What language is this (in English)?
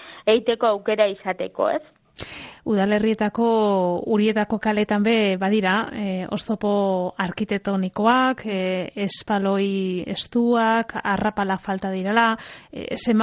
Basque